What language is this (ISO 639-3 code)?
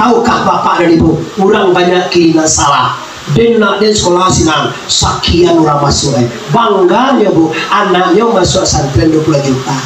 min